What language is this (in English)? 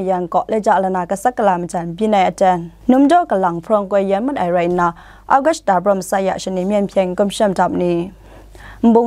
Kachin